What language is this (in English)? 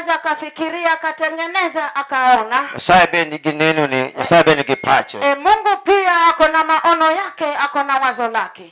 Luo (Kenya and Tanzania)